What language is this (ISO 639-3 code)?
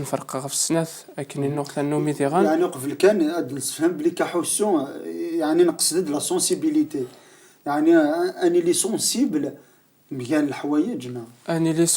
kab